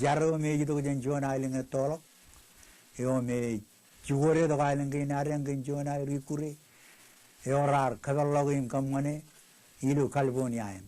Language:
Marshallese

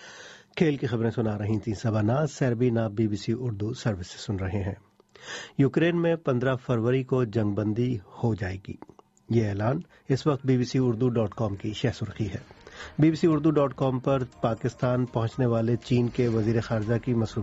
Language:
Urdu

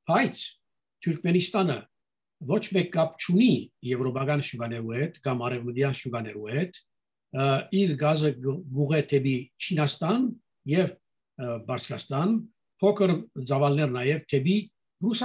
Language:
Armenian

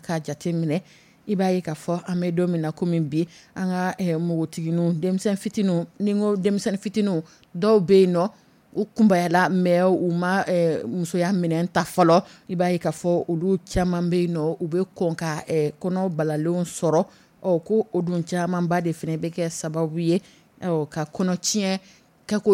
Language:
Dyula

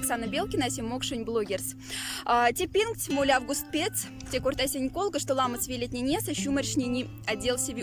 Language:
Moksha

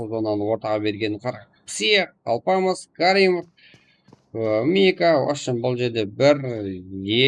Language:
Kara-Kalpak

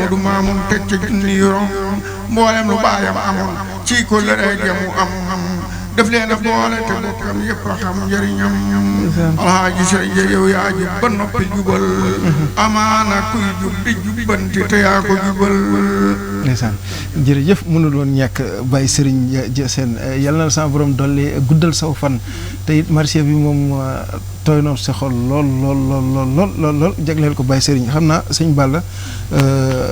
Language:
Wolof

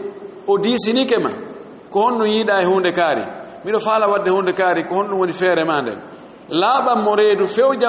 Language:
Fula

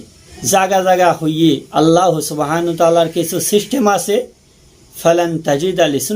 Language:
Rohingya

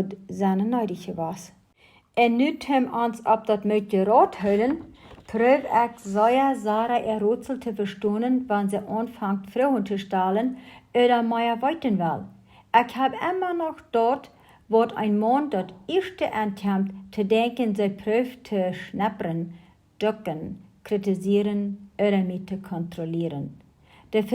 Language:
Plautdietsch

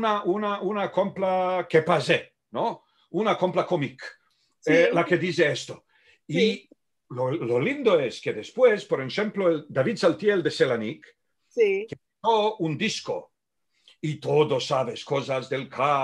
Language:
Ladino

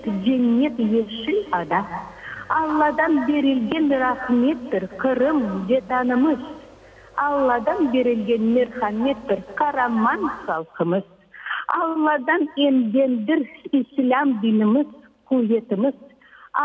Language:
Crimean Tatar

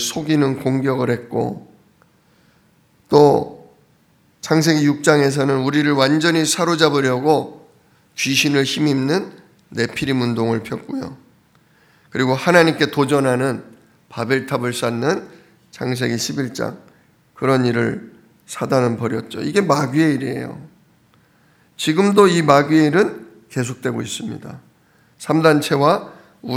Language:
Korean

